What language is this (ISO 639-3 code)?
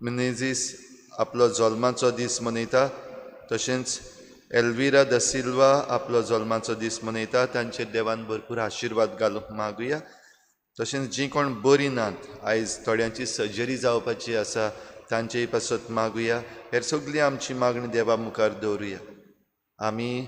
kok